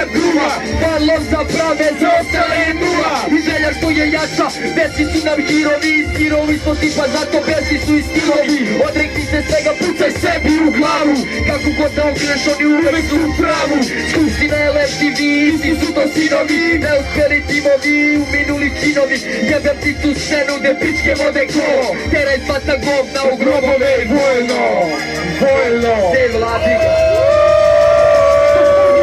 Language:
Serbian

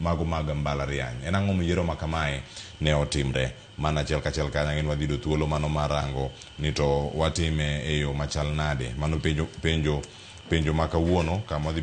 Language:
Luo (Kenya and Tanzania)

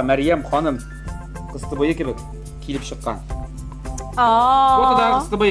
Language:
Tatar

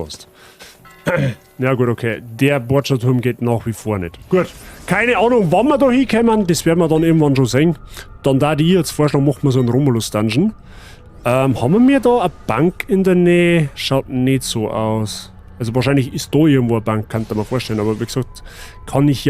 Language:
Bavarian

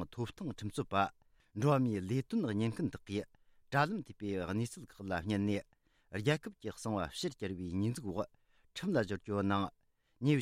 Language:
Tibetan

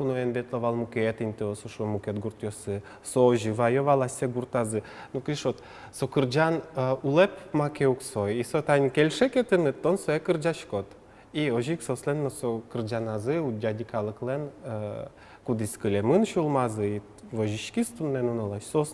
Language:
Udmurt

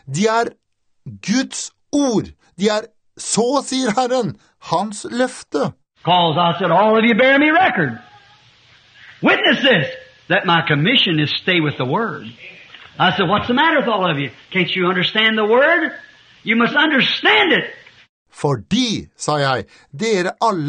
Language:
Norwegian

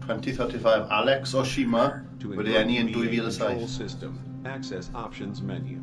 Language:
Welsh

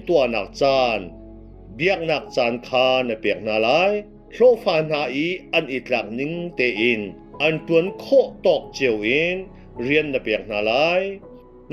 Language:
Hakha Chin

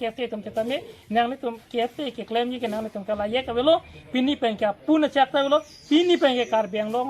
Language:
Karbi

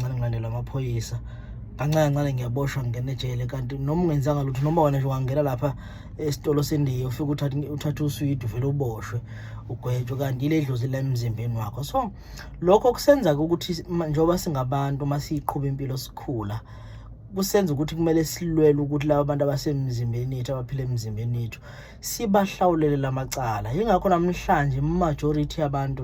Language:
Zulu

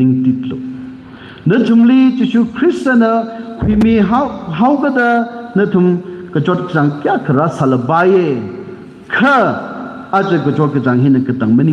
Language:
Tangkhul Naga (India)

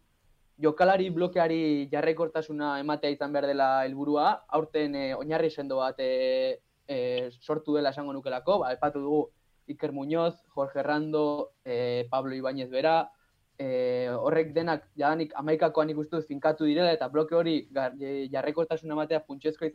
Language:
Basque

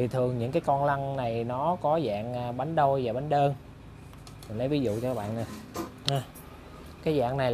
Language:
Vietnamese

